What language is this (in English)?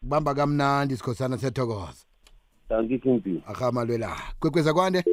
South Ndebele